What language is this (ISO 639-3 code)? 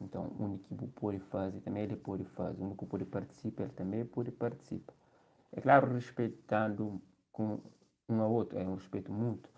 kea